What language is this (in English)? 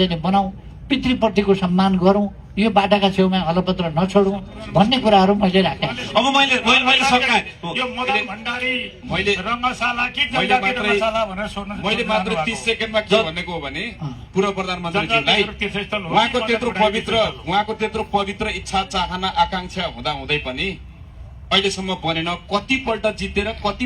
Nepali